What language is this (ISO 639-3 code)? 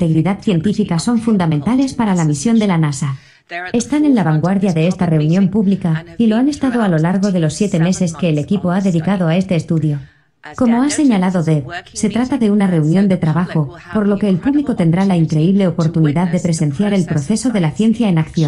spa